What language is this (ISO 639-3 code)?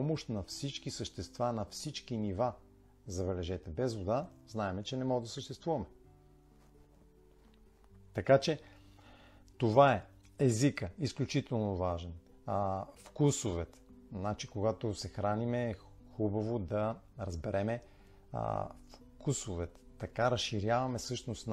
bul